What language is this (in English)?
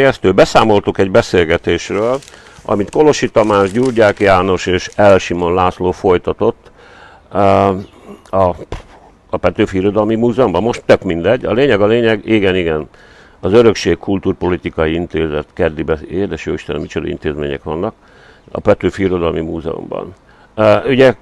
Hungarian